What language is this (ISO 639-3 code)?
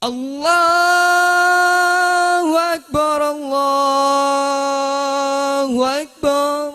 sun